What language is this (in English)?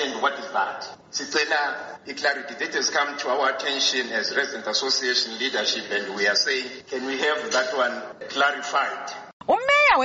North Ndebele